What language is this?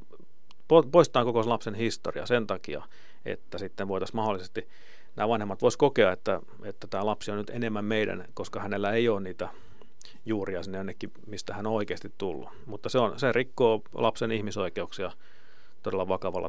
Finnish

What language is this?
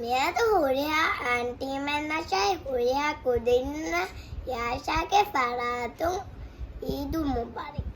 Divehi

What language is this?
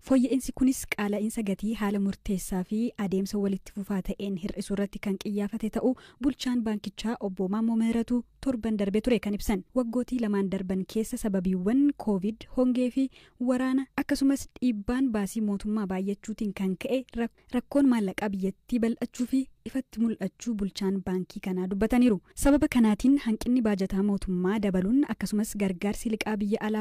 Oromo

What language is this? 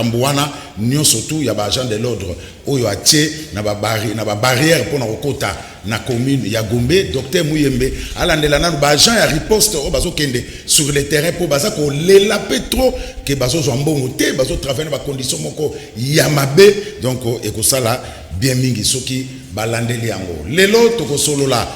Lingala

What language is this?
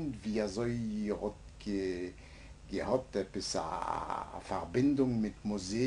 Yiddish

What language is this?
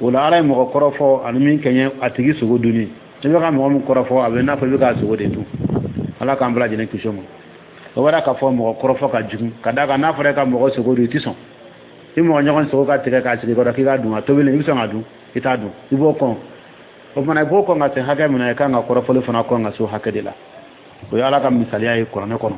Dyula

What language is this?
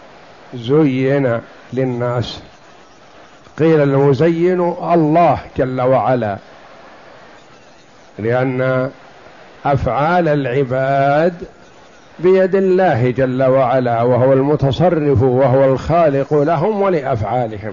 Arabic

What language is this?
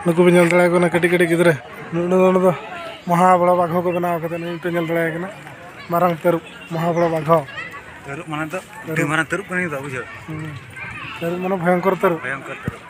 Santali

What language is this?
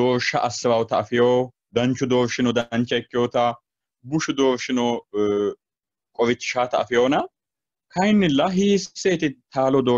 Sidamo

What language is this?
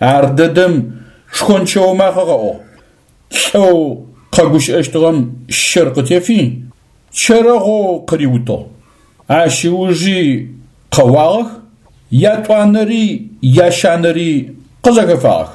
Adyghe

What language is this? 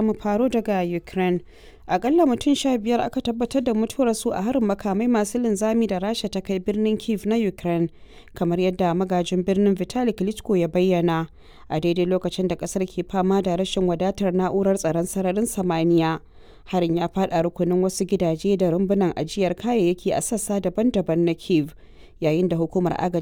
Hausa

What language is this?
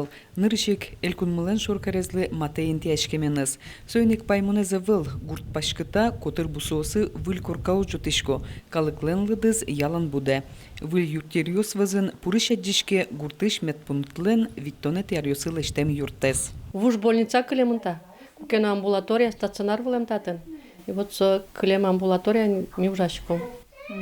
Udmurt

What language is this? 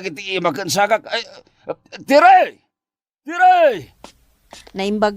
Iloko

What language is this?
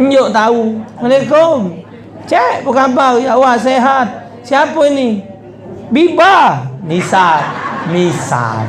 Musi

